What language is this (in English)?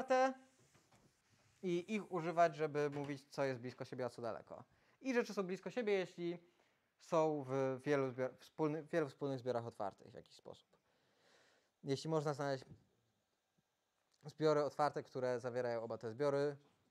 Polish